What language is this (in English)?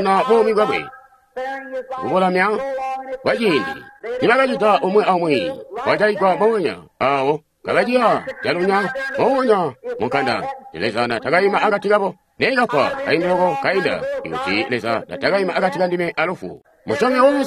Tonga (Zambia)